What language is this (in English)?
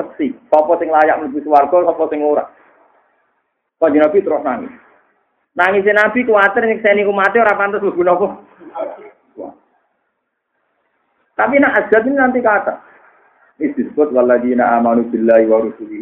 Javanese